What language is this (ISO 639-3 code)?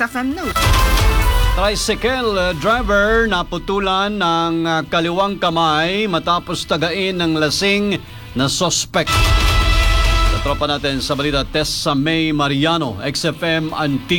fil